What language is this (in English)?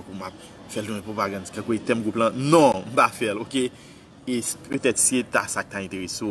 Haitian Creole